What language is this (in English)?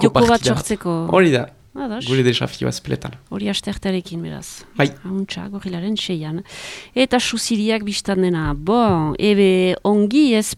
Basque